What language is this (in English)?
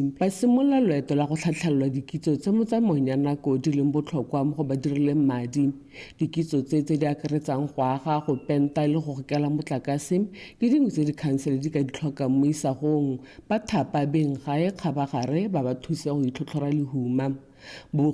Tswana